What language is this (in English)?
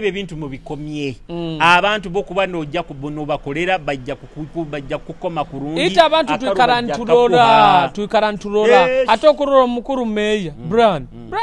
Nyoro